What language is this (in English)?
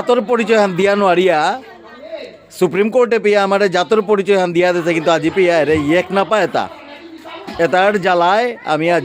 Bishnupriya